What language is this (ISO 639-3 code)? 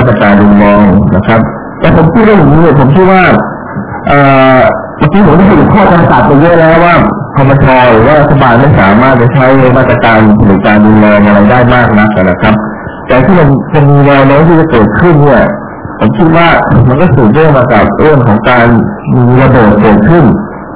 tha